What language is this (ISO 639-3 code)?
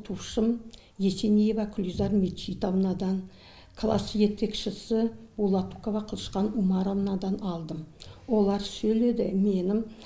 nog